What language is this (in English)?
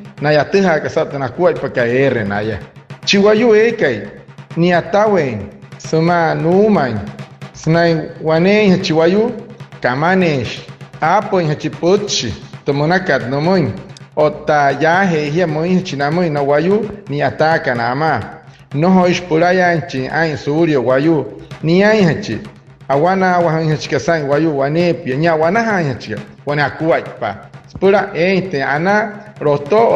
Wayuu